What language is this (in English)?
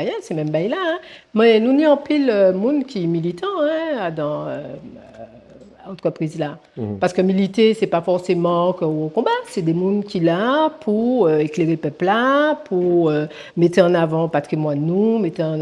Guadeloupean Creole French